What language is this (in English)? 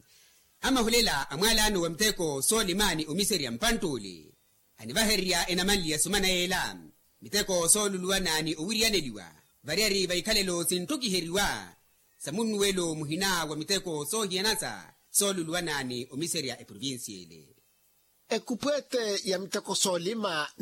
Makhuwa